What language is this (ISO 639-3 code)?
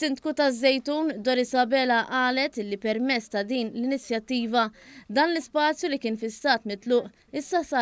mlt